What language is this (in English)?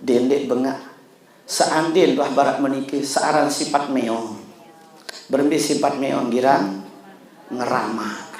Sasak